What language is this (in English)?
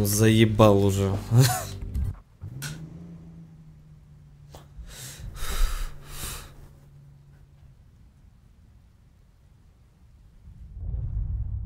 Russian